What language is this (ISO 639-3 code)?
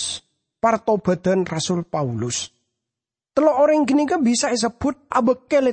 mad